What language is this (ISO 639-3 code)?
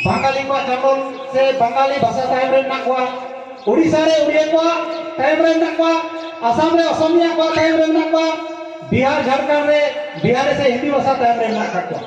sat